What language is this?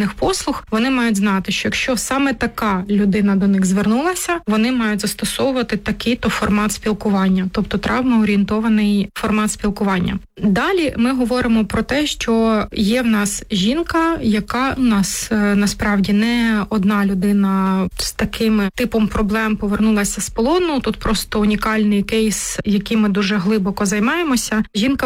Ukrainian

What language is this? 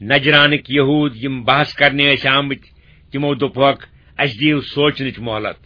Kashmiri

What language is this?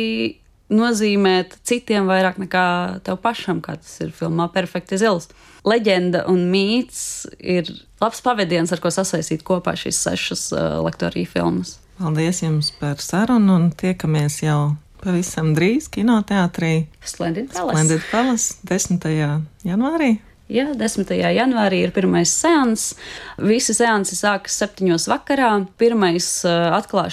Latvian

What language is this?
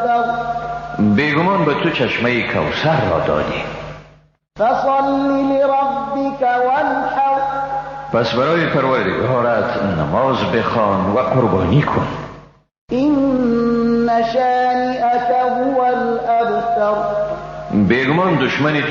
Persian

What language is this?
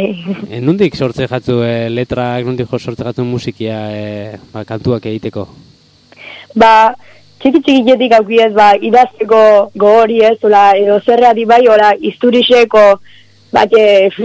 Basque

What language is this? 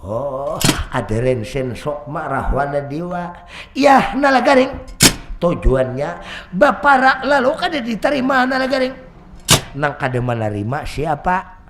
Banjar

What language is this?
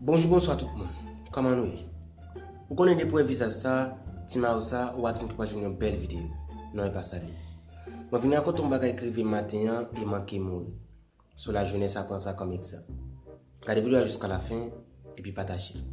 Haitian Creole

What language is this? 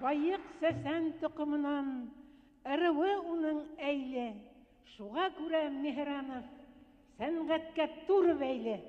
Bashkir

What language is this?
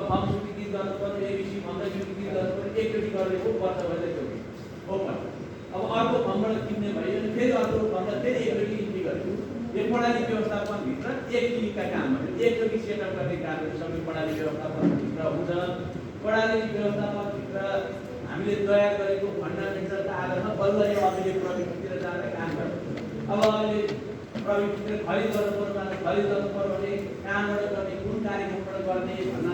Nepali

